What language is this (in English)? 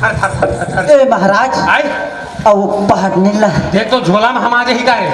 Chhattisgarhi